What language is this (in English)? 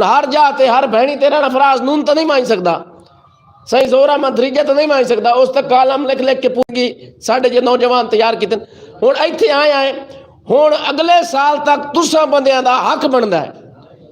Western Panjabi